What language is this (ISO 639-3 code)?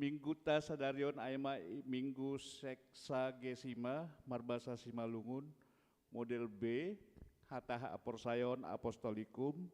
bts